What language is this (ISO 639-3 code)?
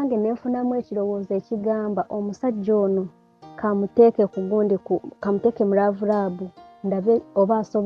lug